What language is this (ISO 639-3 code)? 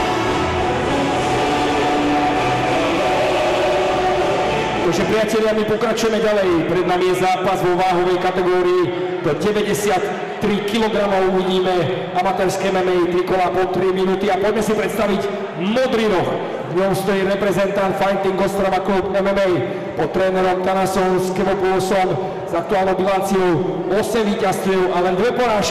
slk